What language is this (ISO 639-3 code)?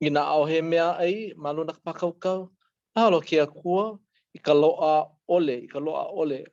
haw